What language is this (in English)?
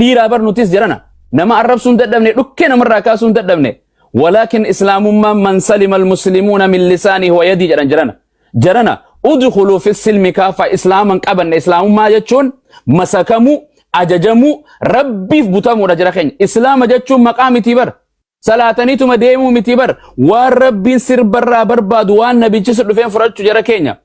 Oromo